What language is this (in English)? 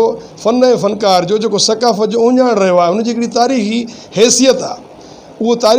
Sindhi